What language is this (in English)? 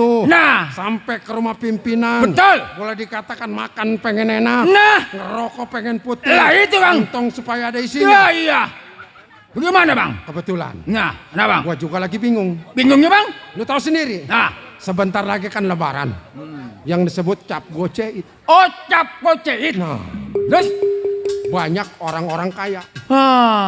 Betawi